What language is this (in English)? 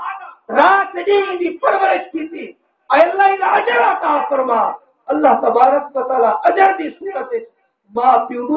Saraiki